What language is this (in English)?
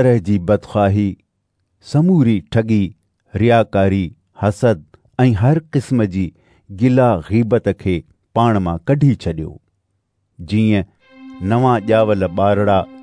Sindhi